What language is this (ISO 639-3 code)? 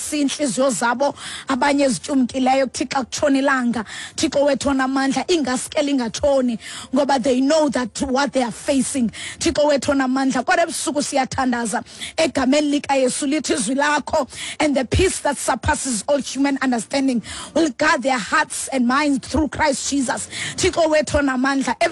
xho